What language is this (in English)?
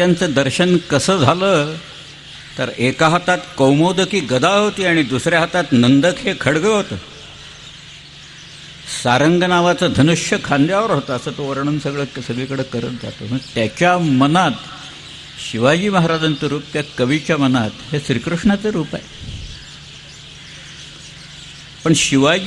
Marathi